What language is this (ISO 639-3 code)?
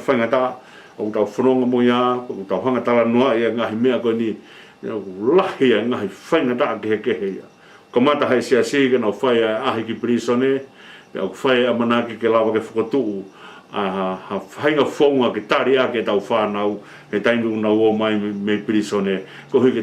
ton